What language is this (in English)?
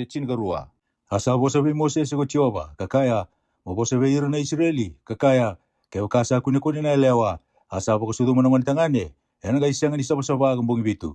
Fijian